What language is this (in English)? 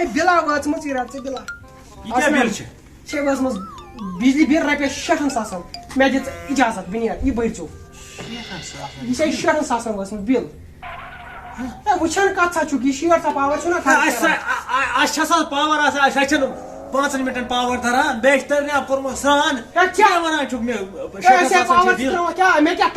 Kashmiri